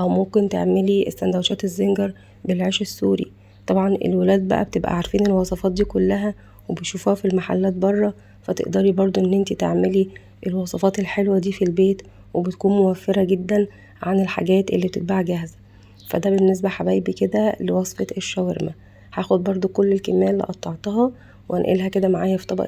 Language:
Egyptian Arabic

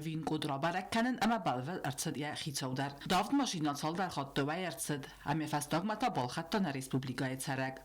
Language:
Ossetic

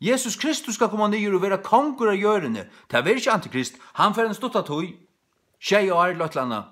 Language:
Faroese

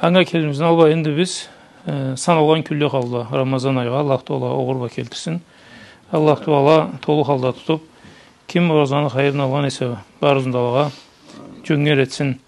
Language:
Karachay-Balkar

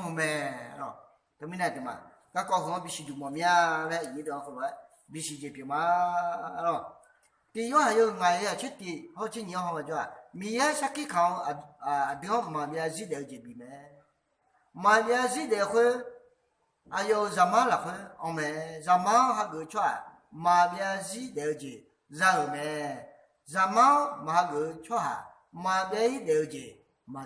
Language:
Akha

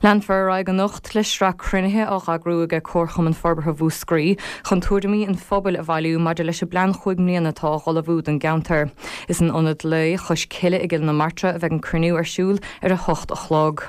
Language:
Irish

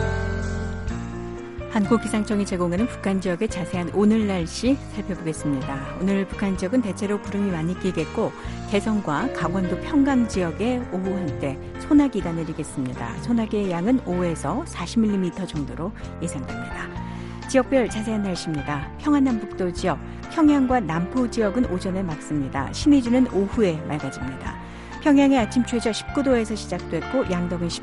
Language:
Korean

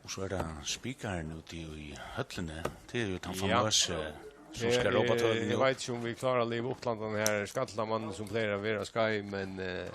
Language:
Faroese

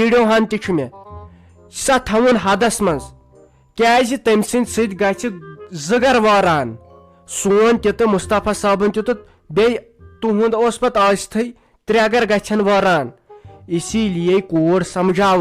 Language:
Kashmiri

